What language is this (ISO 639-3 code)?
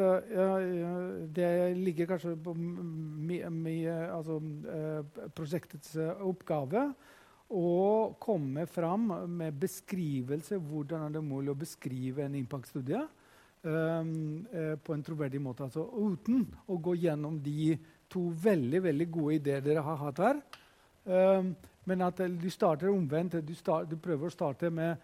nor